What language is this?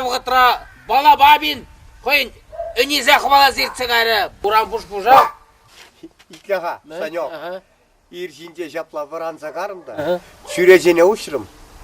Chuvash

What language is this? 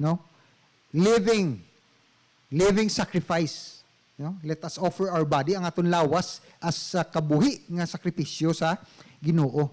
Hiligaynon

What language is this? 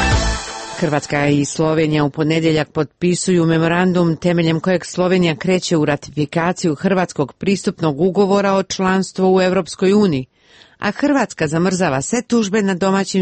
Croatian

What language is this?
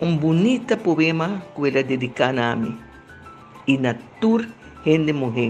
Papiamento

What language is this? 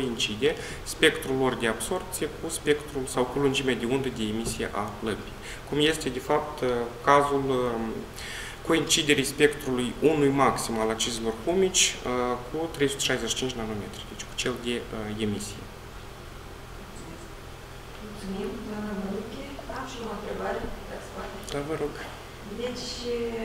Romanian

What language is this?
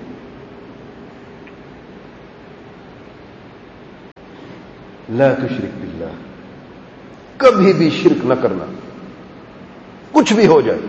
Urdu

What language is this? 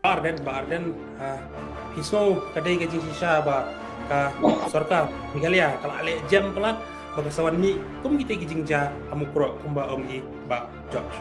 Khasi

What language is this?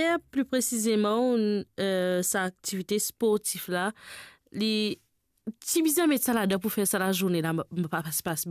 Morisyen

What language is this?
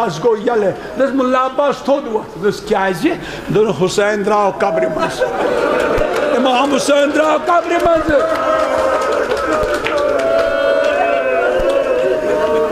Kashmiri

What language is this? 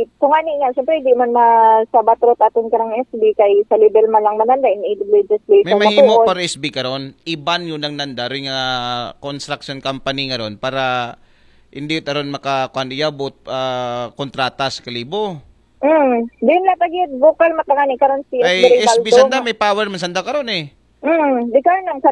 Aklanon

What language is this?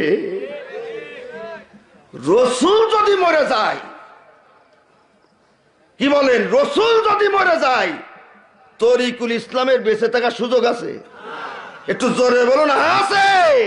Bangla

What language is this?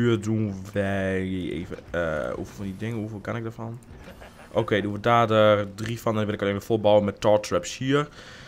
Dutch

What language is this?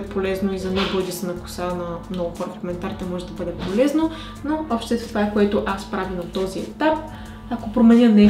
Bulgarian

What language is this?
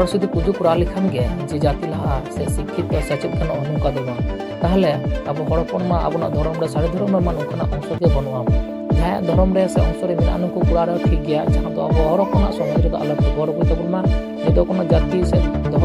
Santali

